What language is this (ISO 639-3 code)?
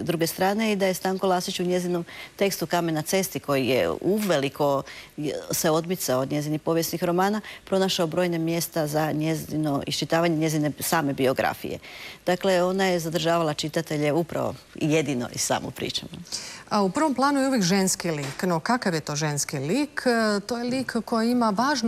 hrv